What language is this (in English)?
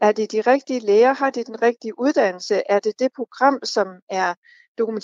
Danish